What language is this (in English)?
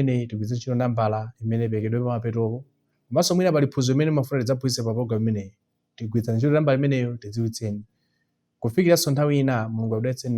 Nyanja